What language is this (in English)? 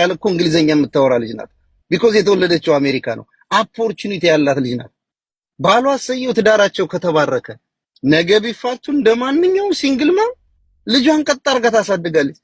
Amharic